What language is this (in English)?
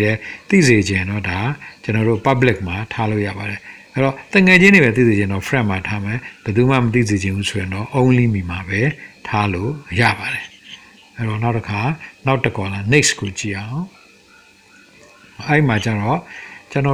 Burmese